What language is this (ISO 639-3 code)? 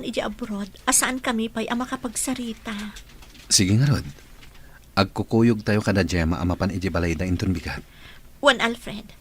ilo